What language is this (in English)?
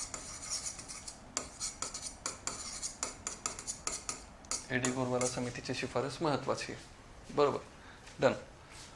Marathi